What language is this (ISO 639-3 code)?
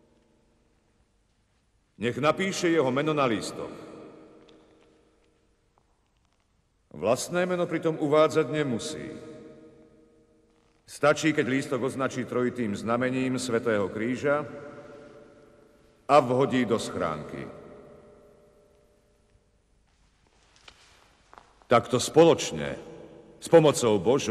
slk